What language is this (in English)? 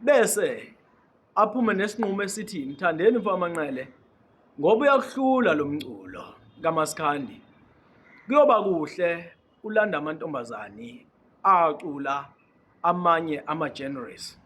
Zulu